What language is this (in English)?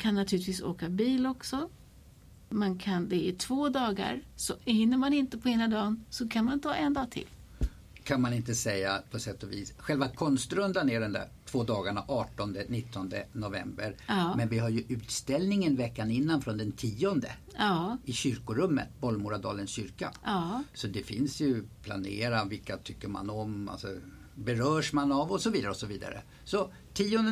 Swedish